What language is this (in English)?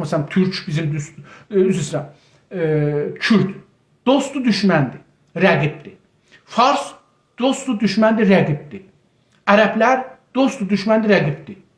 South Azerbaijani